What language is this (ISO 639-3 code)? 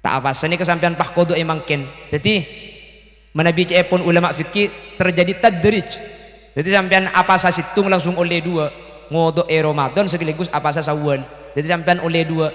mad